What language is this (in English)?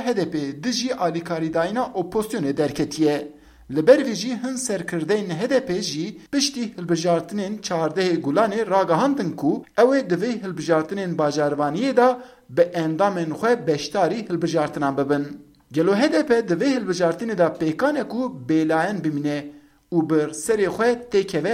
Kurdish